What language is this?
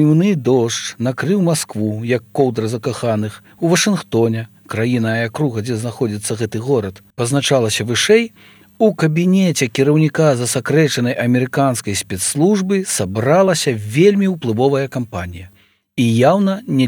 Belarusian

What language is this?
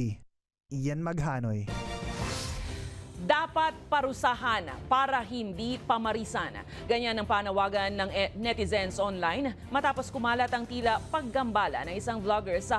Filipino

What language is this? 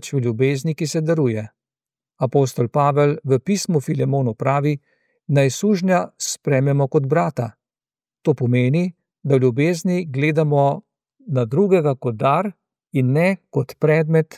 Slovenian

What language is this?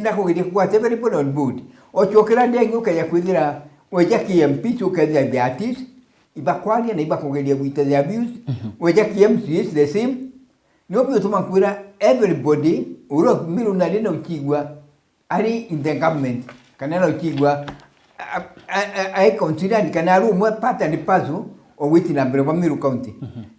Meru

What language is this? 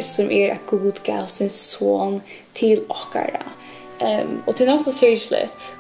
Faroese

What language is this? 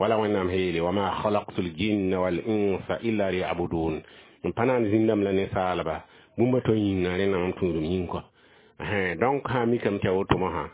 Mossi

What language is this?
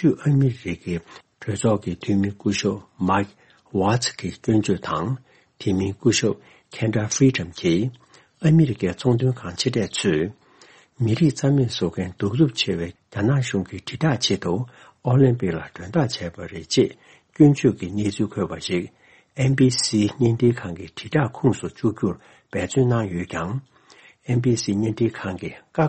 Tibetan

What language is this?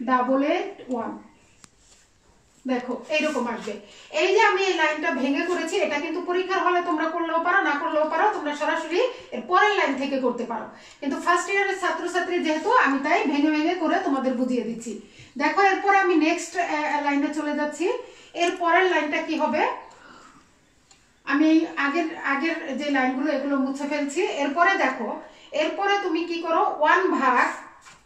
Bangla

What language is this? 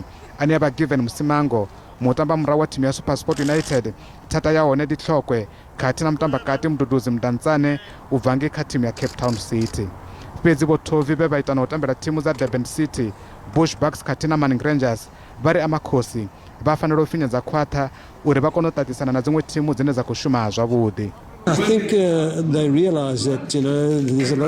Venda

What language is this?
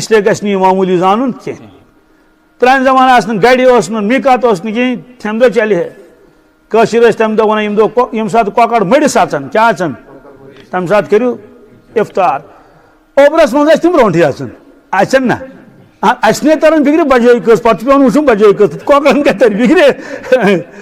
Kashmiri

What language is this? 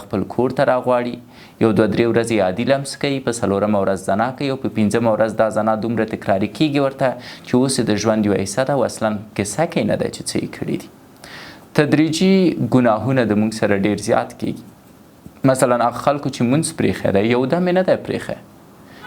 Pashto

